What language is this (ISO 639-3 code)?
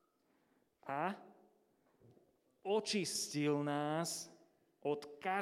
slk